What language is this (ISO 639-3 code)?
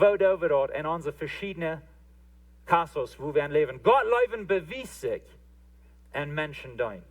pdt